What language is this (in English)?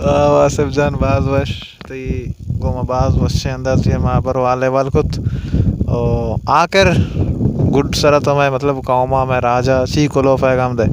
Baluchi